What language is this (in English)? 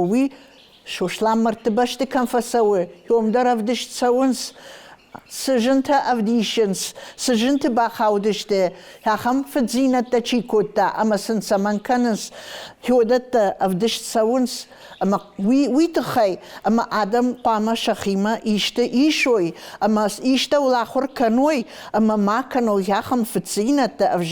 Ossetic